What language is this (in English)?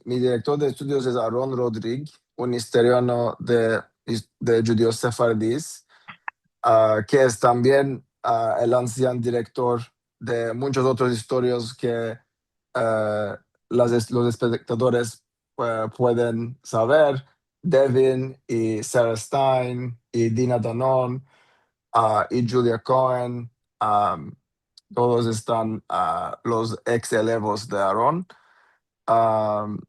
Ladino